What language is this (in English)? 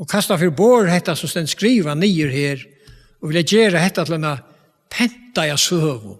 Faroese